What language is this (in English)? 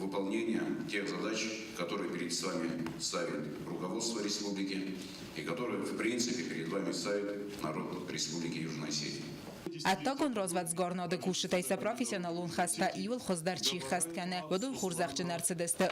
Ossetic